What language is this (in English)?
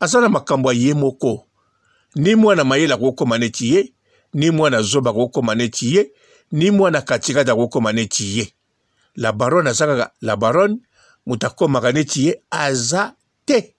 Lingala